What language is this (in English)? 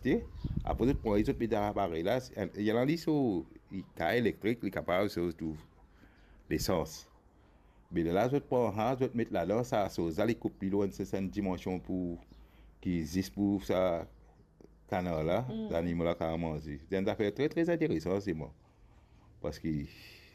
Morisyen